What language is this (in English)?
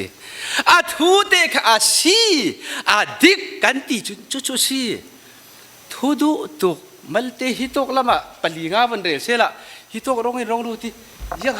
Falam Chin